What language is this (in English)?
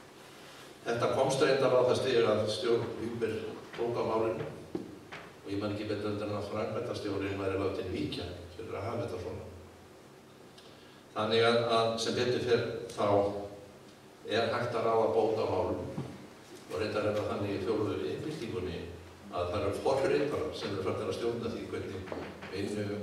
Icelandic